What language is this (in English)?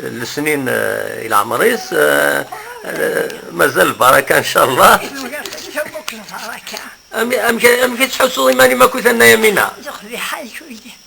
Kabyle